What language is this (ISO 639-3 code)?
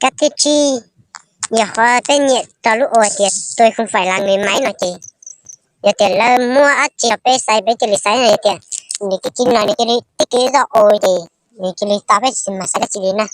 hmn